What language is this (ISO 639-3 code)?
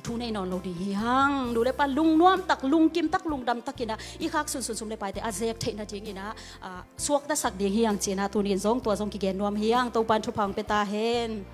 ctd